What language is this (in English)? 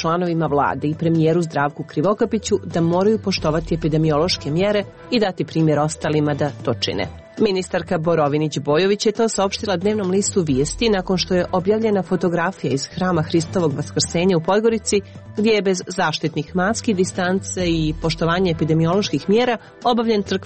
Serbian